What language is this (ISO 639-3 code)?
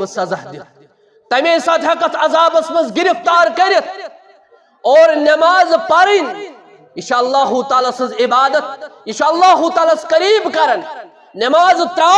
kas